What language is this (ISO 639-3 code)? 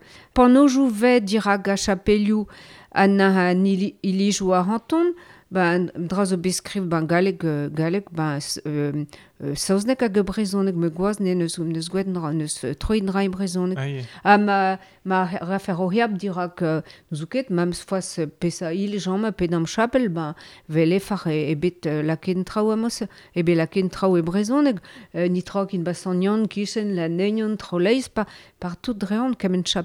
bre